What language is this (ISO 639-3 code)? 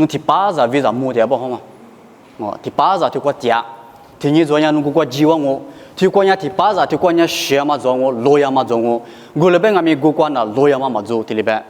lis